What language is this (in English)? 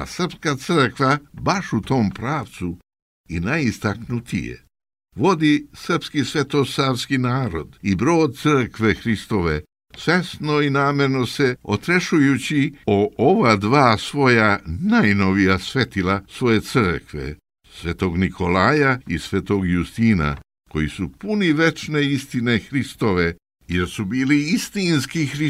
Serbian